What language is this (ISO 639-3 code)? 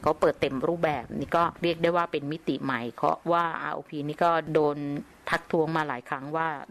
tha